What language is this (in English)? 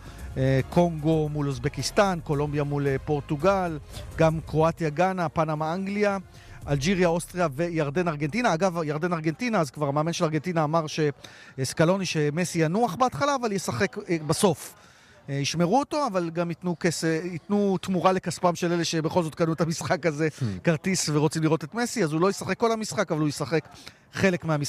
Hebrew